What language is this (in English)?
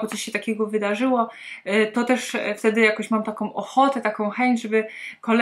Polish